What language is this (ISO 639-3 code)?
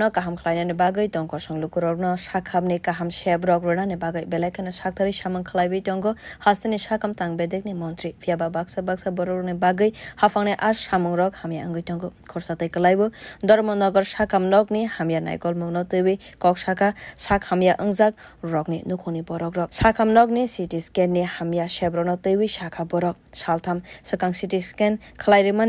trp